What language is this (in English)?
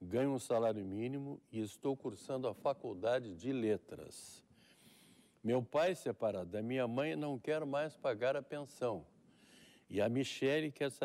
Portuguese